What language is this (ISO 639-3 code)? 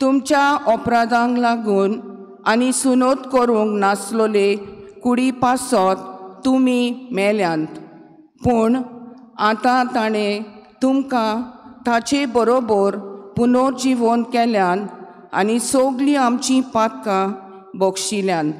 kok